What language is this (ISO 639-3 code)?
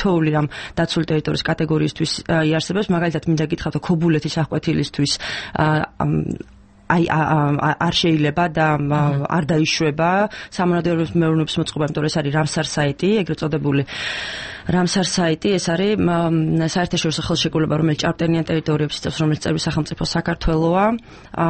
kat